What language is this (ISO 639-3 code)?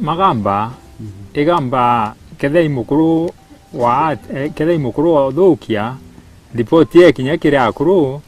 mer